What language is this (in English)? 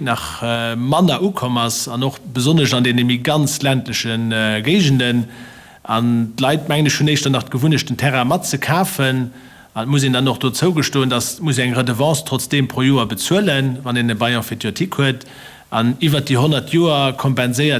Luxembourgish